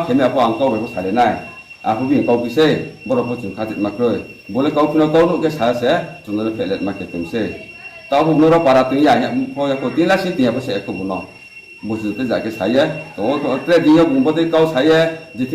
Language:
Riang (India)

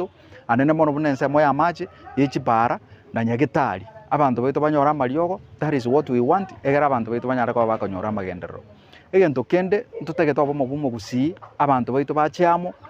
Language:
Gusii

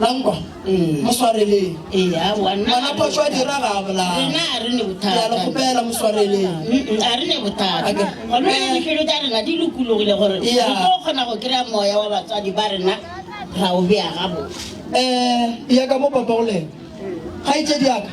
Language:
Northern Sotho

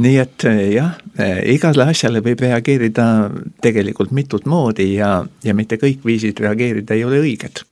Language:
Estonian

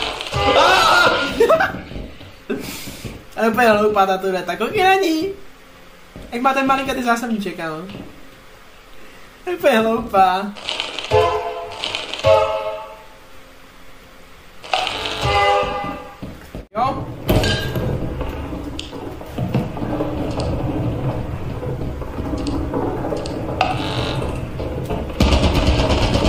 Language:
Czech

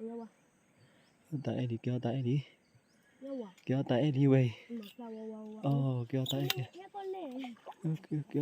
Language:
S'gaw Karen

